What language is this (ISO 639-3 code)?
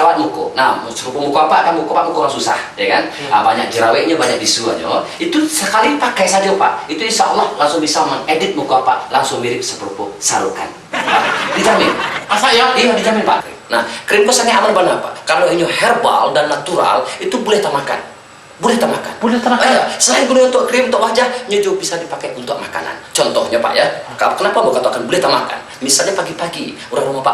min